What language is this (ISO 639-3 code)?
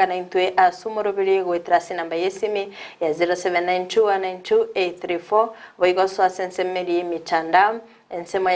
guz